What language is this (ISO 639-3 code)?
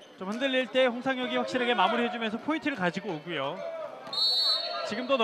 kor